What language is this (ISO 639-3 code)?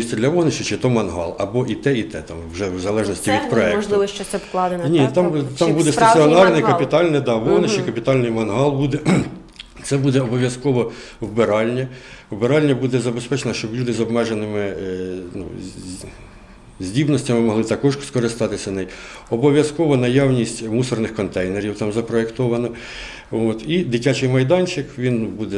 ukr